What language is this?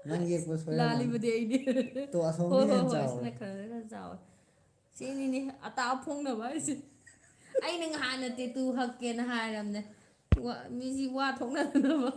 Manipuri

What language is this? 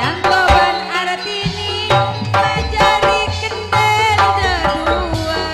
Madurese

